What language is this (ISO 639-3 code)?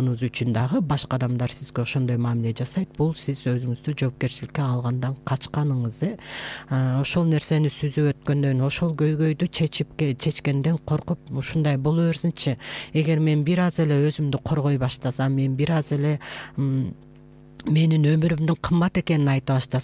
kir